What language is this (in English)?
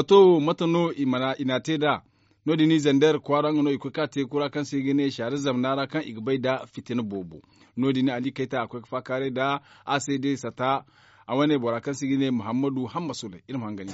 Zarma